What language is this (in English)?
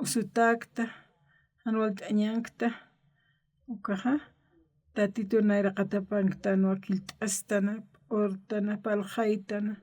Aymara